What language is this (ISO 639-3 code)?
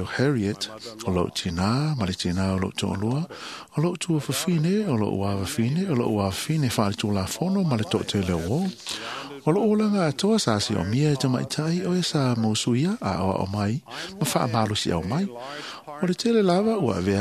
smo